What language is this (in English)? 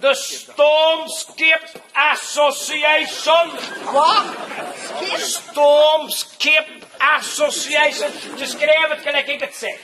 Limburgish